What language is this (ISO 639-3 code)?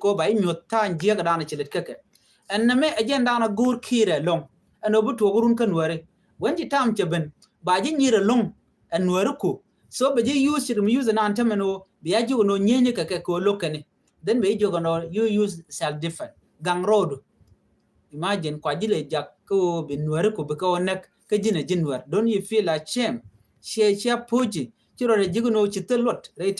nus